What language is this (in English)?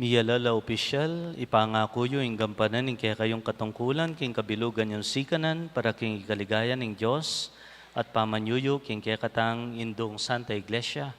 Pampanga